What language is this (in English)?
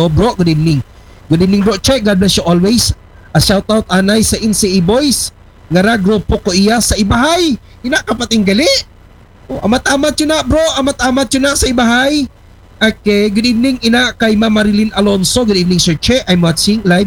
Aklanon